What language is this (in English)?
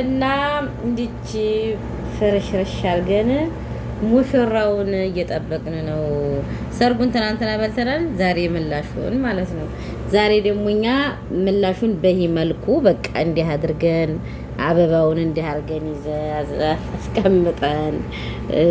Amharic